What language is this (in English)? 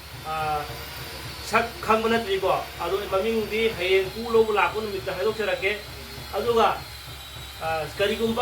Manipuri